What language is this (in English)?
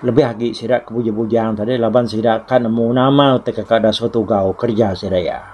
Iban